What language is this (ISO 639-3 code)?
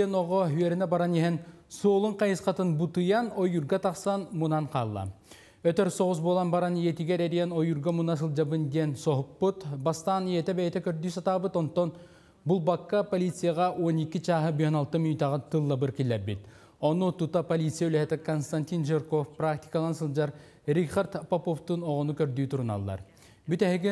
sah